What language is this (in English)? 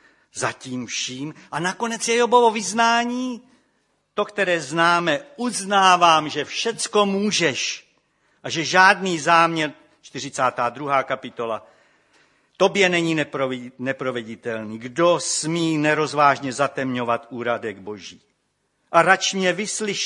Czech